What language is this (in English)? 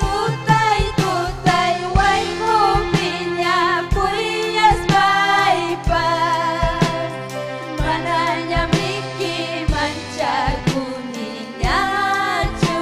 Ayacucho Quechua